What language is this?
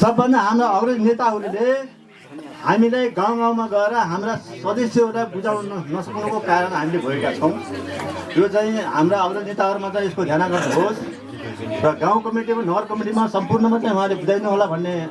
Nepali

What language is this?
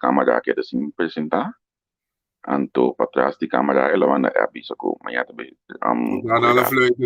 Papiamento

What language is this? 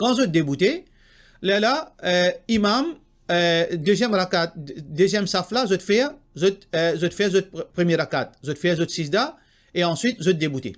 Morisyen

